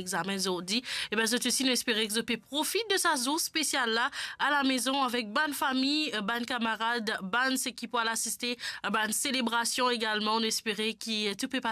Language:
Morisyen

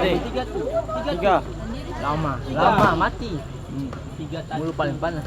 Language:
Ambonese Malay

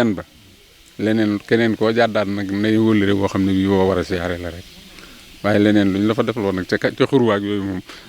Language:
Wolof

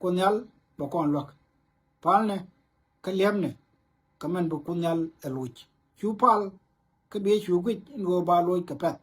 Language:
Nuer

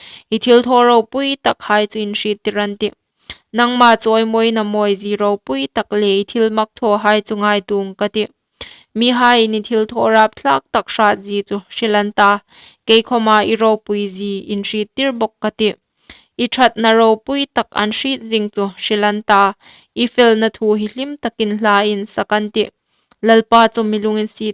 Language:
Hmar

